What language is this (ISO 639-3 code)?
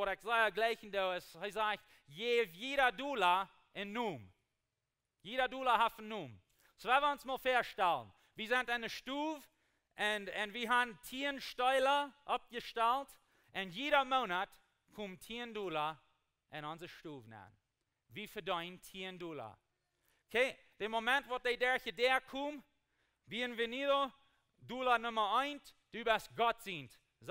pdt